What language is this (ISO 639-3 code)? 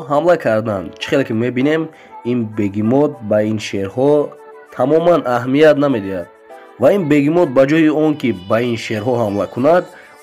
tgk